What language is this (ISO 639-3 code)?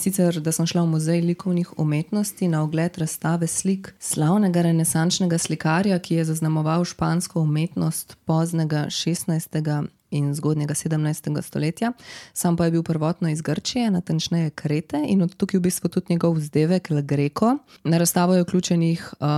slv